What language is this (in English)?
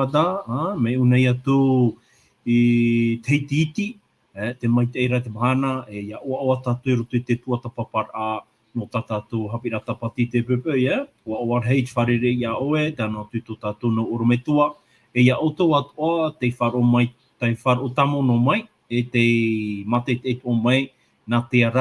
Tahitian